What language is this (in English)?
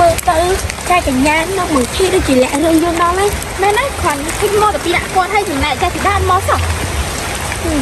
Khmer